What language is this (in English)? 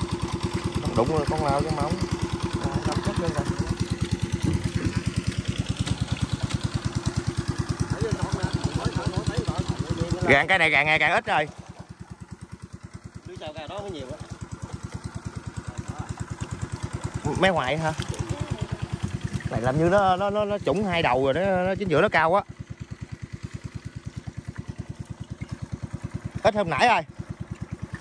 Vietnamese